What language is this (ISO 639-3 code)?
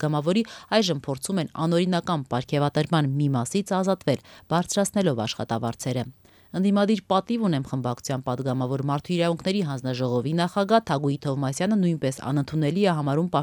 hye